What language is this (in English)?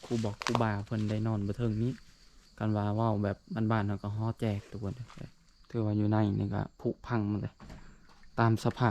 Lao